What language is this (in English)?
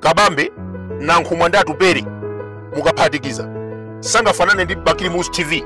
Nyanja